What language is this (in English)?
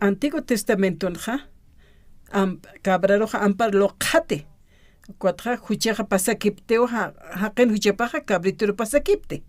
Aymara